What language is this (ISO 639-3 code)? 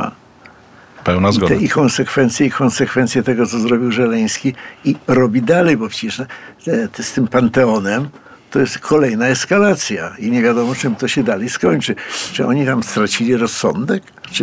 pol